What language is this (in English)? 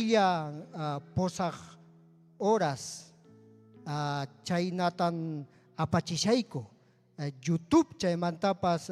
Ayacucho Quechua